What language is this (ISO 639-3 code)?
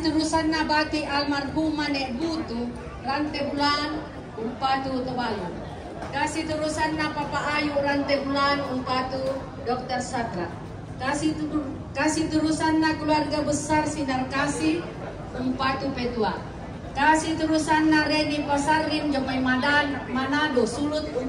sda